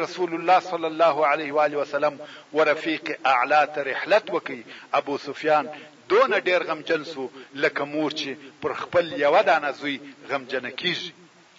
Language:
Pashto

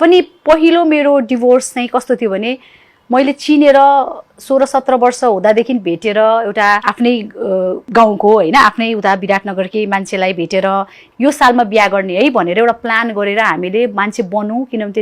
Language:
Nepali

